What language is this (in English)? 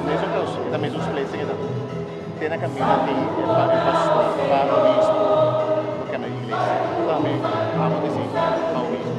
Papiamento